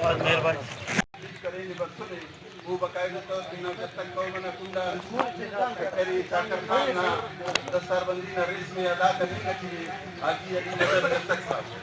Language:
Brahui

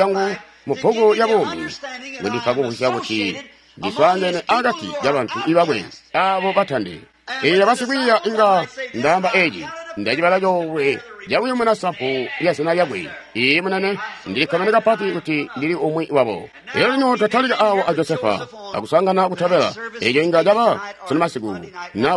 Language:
Tonga (Zambia)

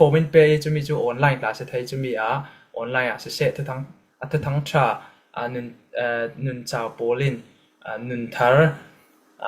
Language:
Falam Chin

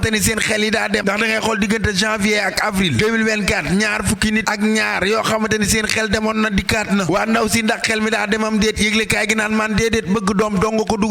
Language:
Wolof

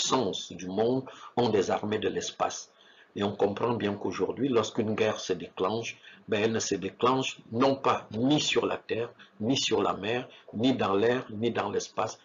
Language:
French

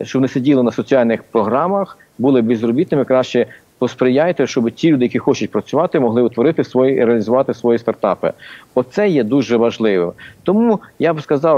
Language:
Ukrainian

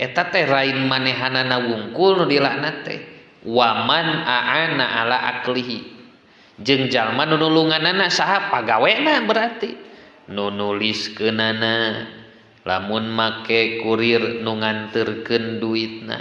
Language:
Sundanese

